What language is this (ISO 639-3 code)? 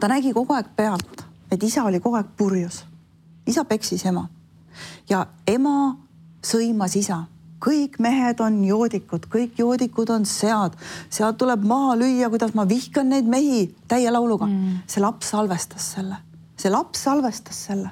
est